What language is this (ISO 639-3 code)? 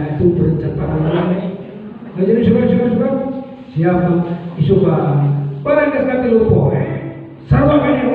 sun